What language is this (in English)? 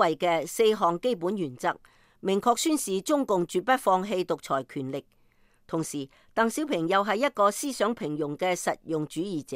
Cantonese